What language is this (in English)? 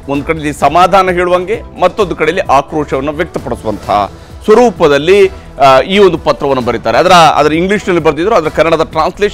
Kannada